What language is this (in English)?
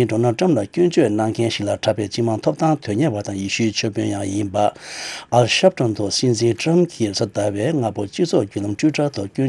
Tibetan